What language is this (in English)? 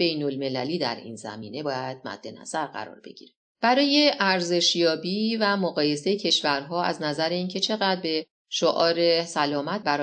Persian